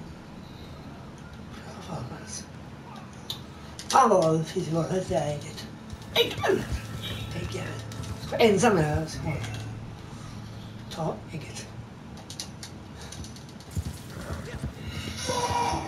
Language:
Swedish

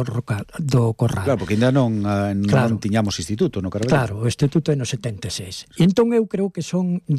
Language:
Galician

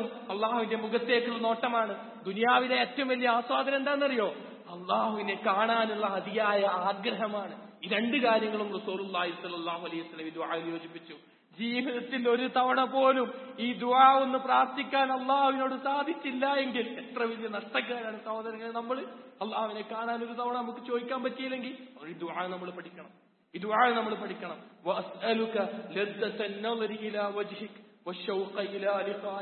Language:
Malayalam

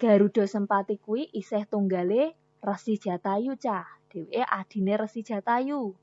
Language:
Javanese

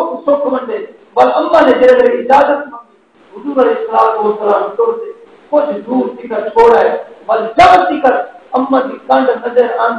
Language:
Saraiki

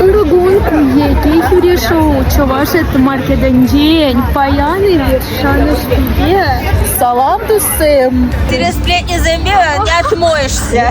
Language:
Chuvash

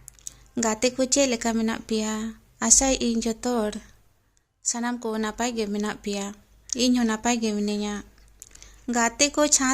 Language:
Santali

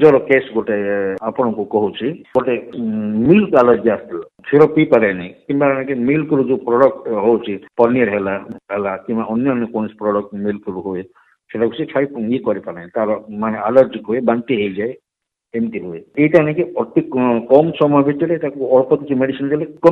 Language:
Odia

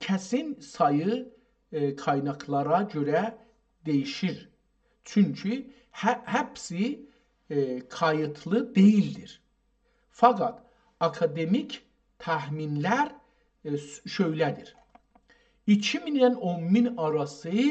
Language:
South Azerbaijani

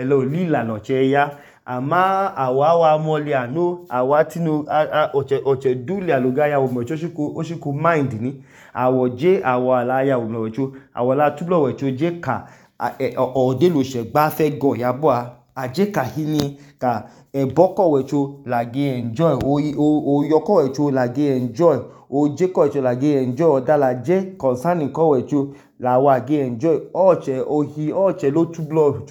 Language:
Idoma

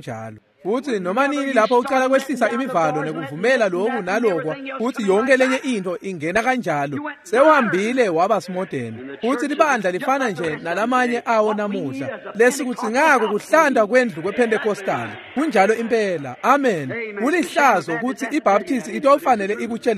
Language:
Swati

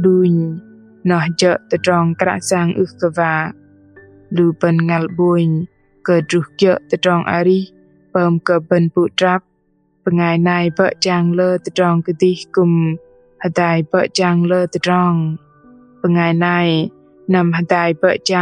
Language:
Bahnar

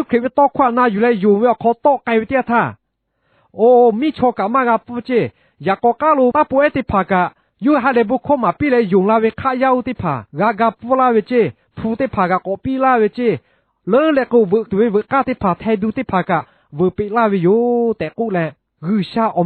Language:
Lahu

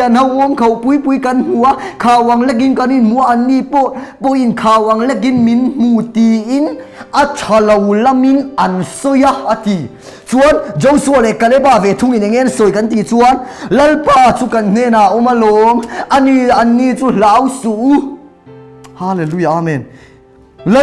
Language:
Mizo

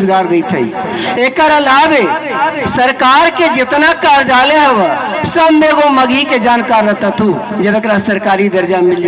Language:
Magahi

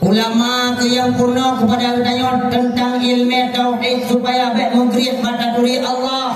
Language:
Achinese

